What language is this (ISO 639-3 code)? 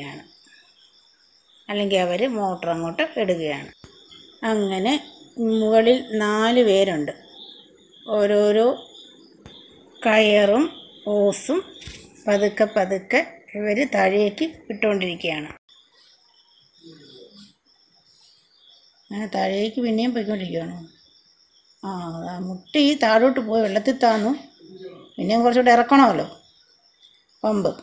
mal